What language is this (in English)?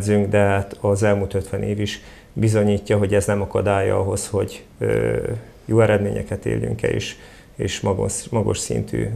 Hungarian